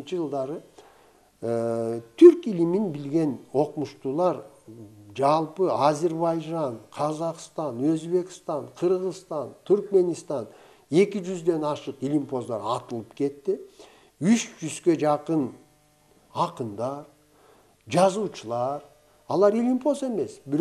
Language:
Kyrgyz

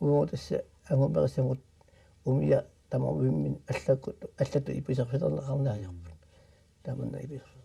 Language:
Kalaallisut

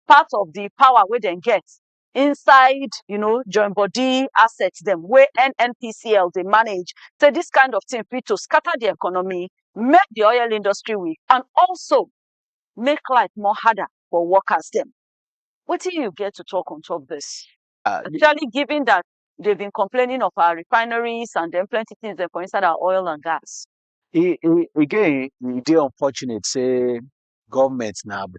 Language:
Nigerian Pidgin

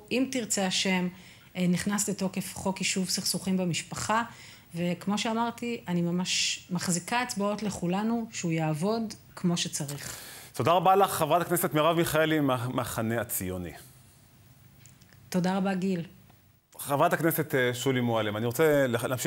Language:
Hebrew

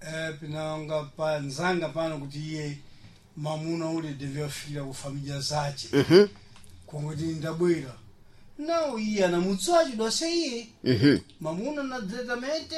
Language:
Sena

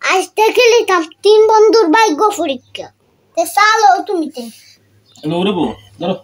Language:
Sylheti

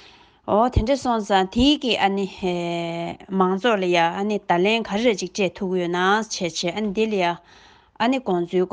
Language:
Tibetan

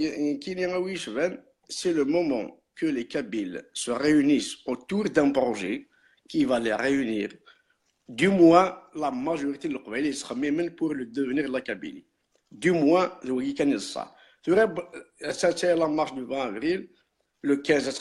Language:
Kabyle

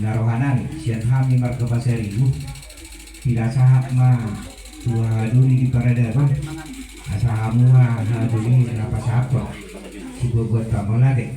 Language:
Batak Toba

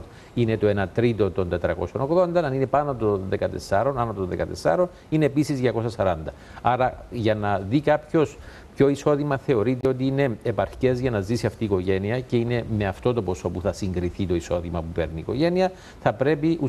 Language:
Greek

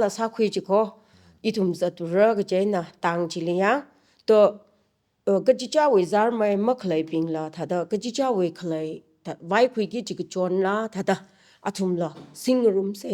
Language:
Tangkhul Naga (India)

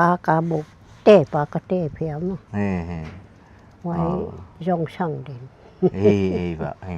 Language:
Paite Chin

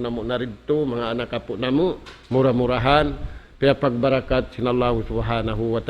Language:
Tausug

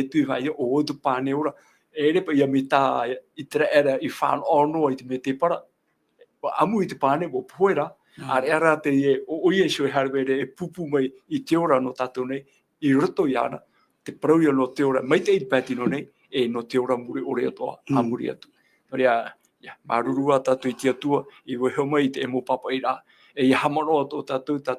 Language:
Tahitian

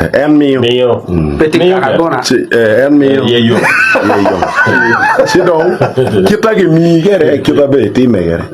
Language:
Acoli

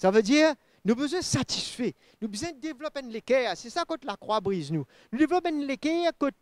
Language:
Morisyen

